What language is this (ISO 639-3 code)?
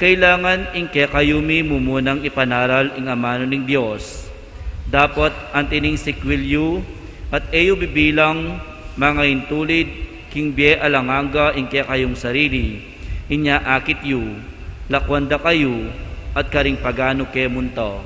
pam